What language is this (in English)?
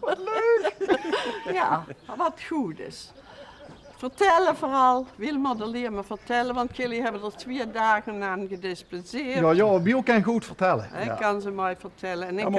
Limburgish